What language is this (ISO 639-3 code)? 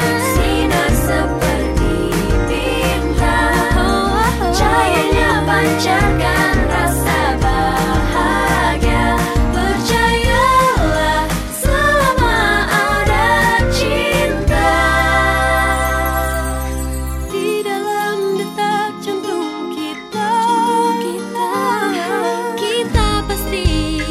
ind